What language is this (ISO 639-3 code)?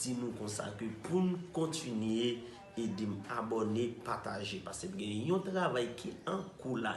hat